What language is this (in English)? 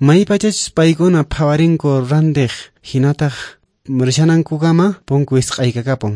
Quechua